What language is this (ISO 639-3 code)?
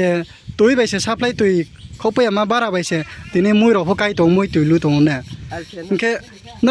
ria